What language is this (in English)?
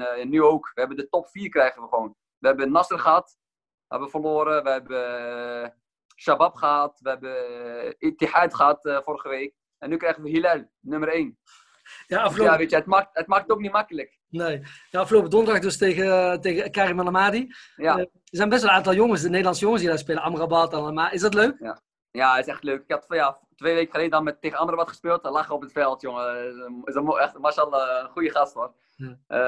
Dutch